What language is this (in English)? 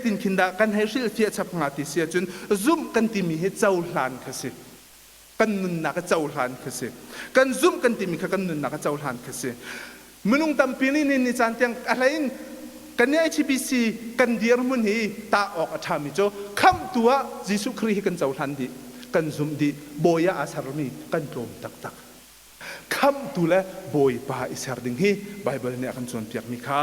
Hakha Chin